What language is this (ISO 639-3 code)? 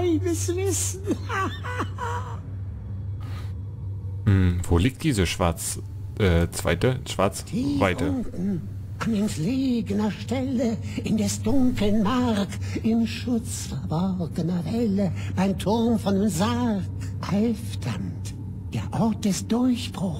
deu